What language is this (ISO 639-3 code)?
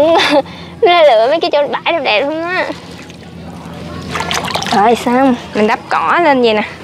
vie